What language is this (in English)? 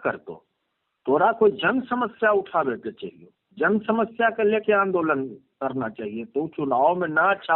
Magahi